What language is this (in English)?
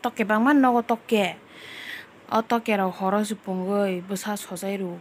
Kok Borok